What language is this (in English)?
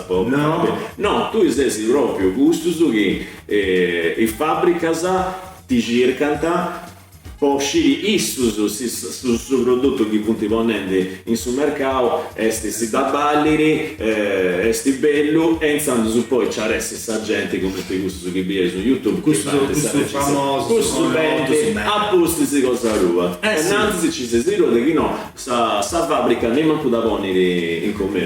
Sardinian